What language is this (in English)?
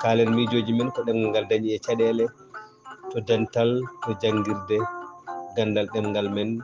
Fula